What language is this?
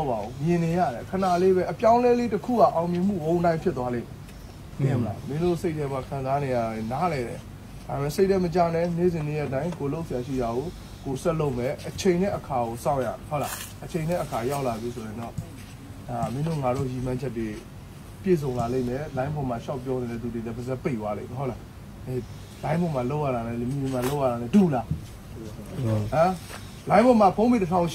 Burmese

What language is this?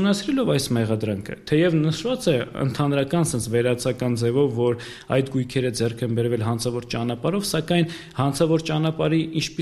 Armenian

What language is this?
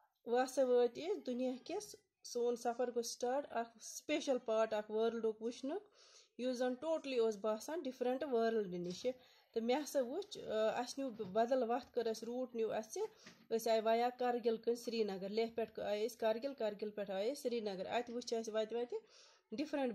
Kashmiri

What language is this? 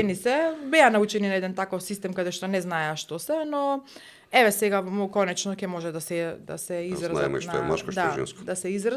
Macedonian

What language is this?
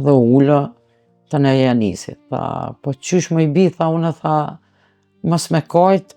Albanian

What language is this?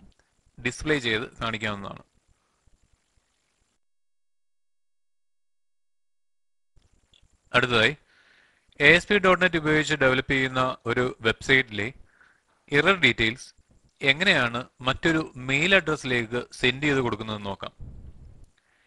Malayalam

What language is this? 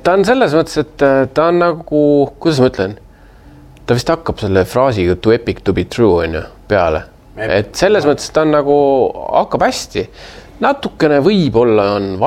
Estonian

